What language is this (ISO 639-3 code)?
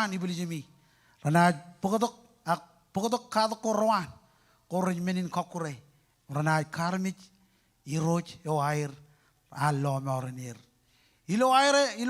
mah